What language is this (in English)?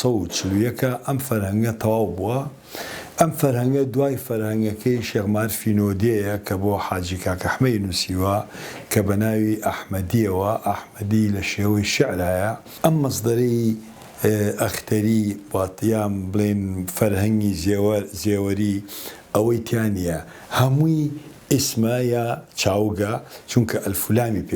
Central Kurdish